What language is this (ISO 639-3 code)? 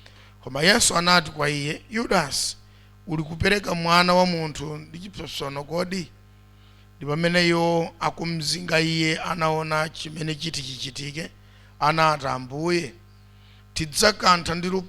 nya